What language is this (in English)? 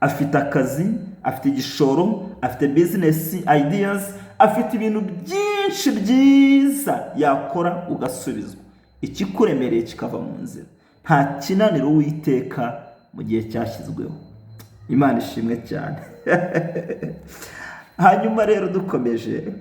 Kinyarwanda